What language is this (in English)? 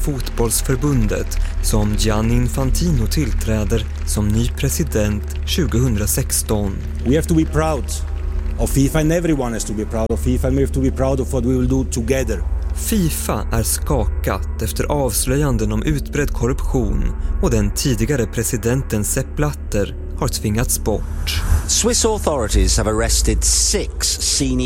Swedish